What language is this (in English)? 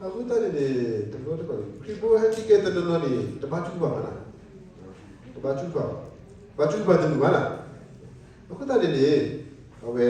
S'gaw Karen